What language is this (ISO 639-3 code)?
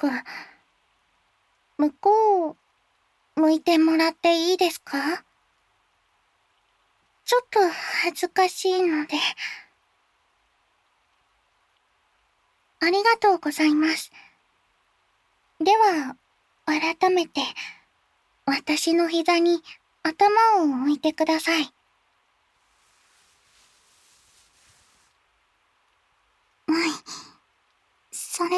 jpn